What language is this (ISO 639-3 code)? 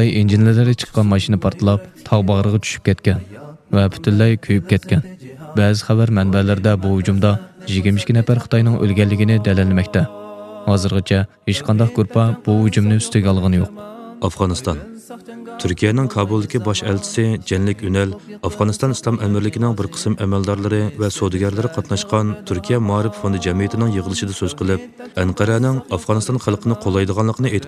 uig